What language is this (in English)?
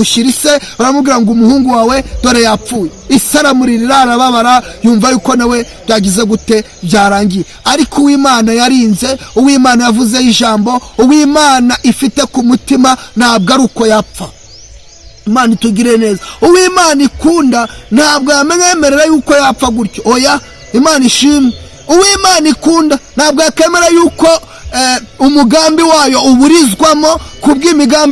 Kinyarwanda